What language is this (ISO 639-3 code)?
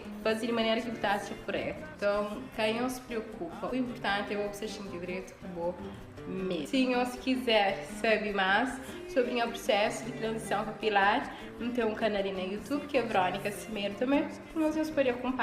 kea